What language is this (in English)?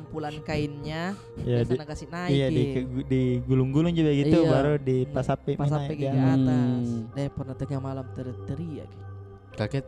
Makassar Malay